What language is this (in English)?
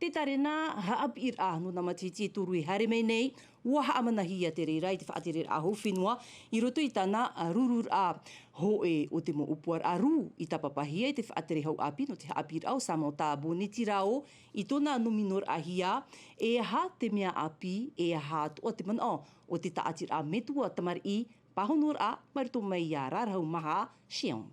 Tahitian